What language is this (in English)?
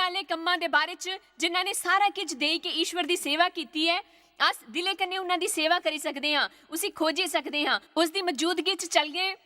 Dogri